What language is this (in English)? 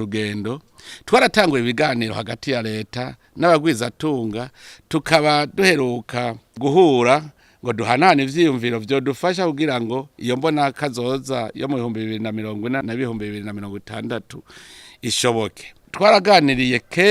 Rundi